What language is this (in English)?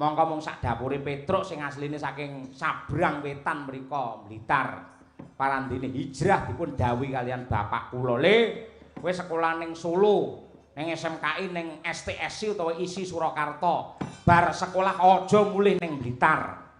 Javanese